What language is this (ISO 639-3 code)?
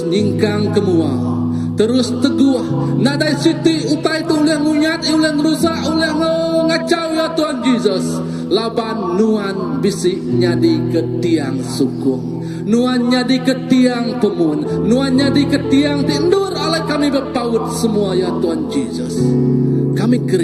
iba